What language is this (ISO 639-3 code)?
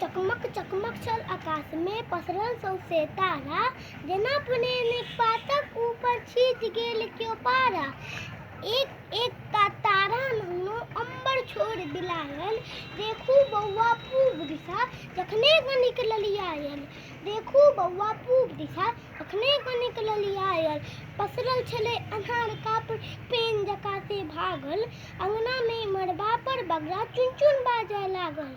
mai